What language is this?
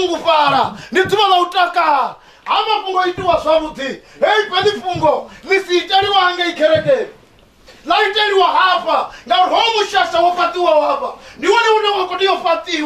Venda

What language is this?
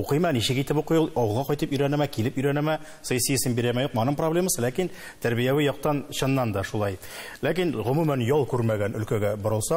Tatar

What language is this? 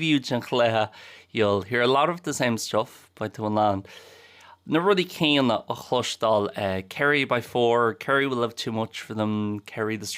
Irish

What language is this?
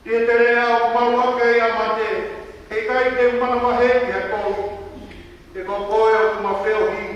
Tongan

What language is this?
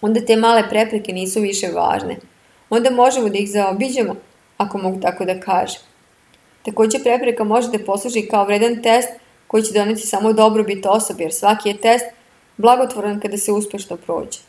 Serbian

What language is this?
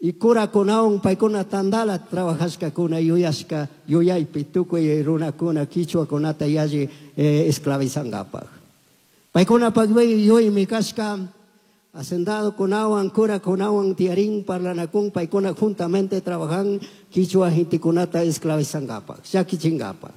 Chimborazo Highland Quichua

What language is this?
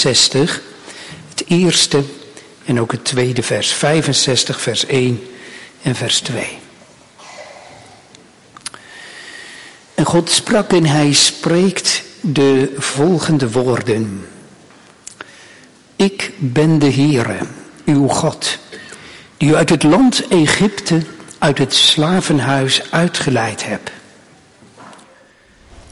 Dutch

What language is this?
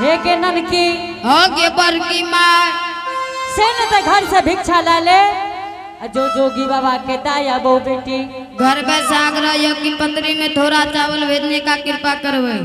Angika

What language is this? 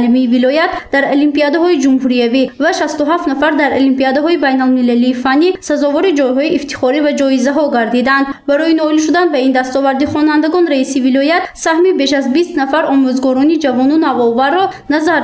Tajik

